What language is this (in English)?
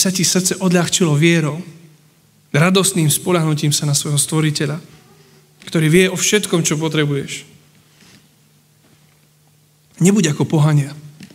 Slovak